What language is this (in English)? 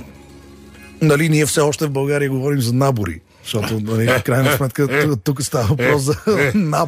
Bulgarian